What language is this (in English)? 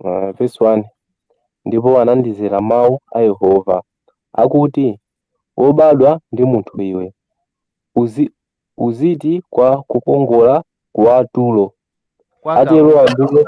Nyanja